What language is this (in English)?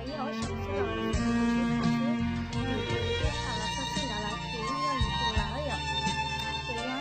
Hmong